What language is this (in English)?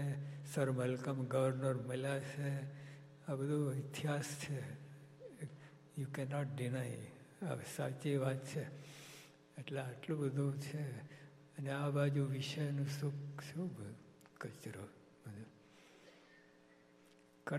Gujarati